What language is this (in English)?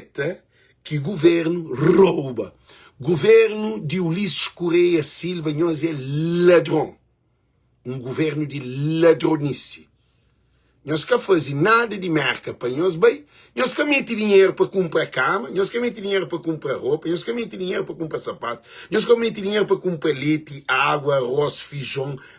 Kabuverdianu